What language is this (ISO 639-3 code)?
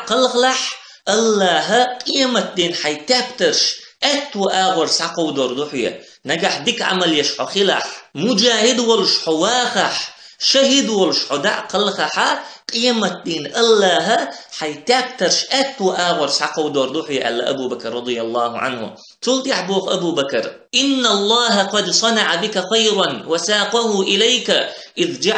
che